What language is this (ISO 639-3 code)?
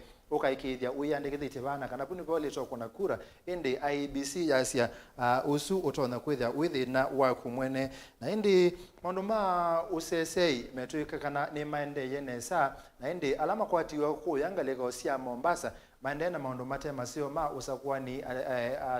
kam